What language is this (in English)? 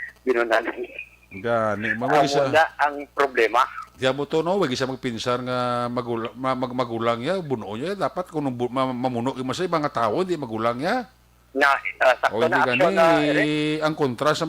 Hiligaynon